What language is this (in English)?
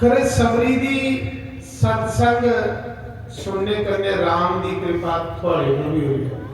Dogri